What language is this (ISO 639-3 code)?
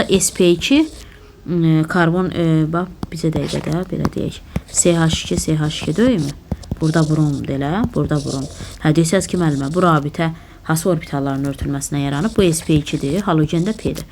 aze